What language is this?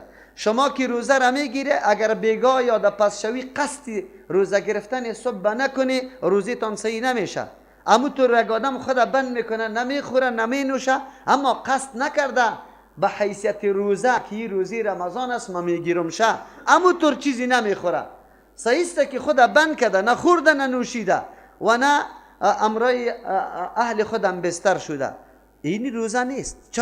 Persian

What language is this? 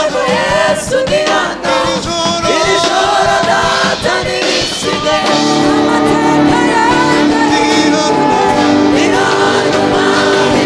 Kinyarwanda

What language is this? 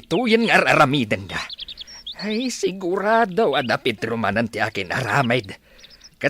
Iloko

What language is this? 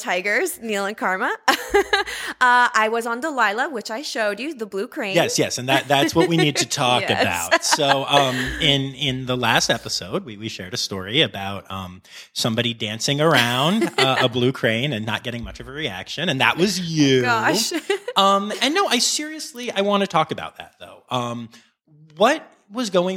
English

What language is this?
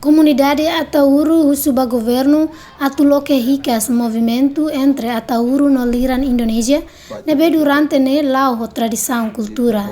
Tetum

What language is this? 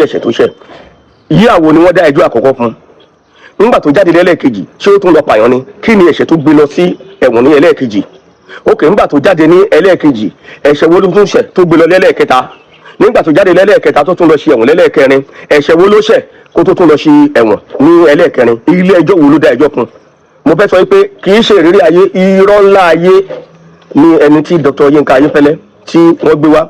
Yoruba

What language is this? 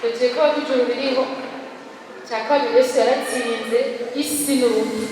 Rundi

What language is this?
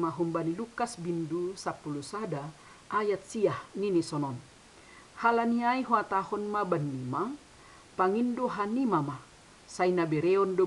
Batak Simalungun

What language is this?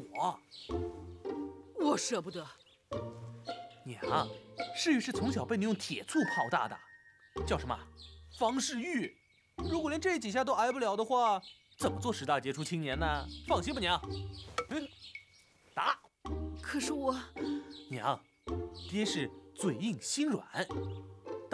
Chinese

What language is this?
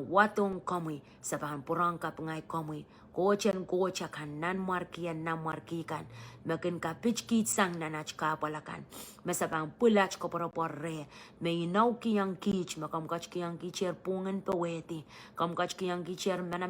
Pohnpeian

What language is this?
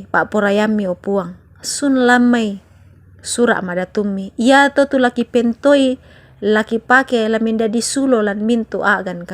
Toraja-Sa'dan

